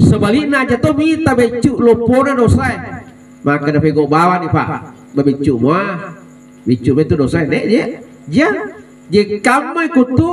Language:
Buginese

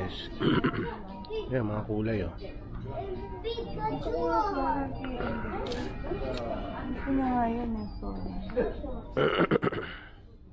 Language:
Filipino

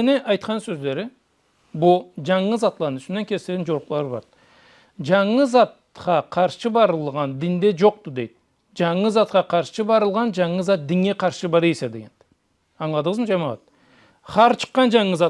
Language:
Karachay-Balkar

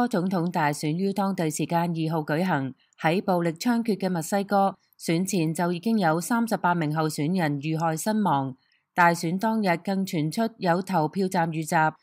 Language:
Cantonese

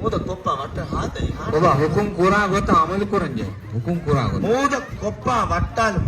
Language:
Divehi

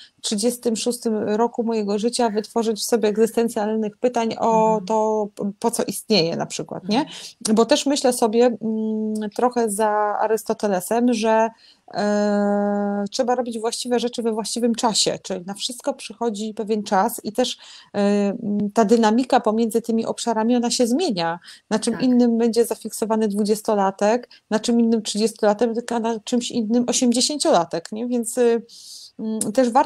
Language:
Polish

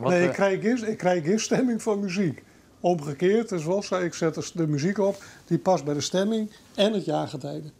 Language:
Western Frisian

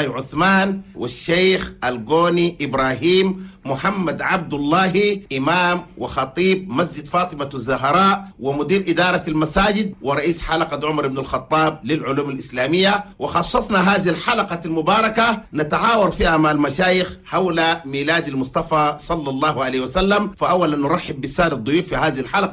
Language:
Chadian Arabic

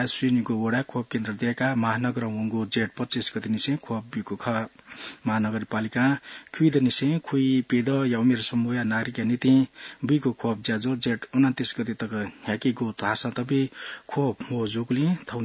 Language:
Newari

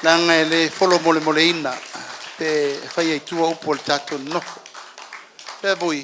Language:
Samoan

